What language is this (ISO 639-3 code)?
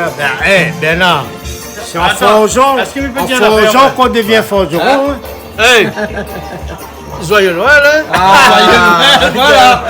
rcf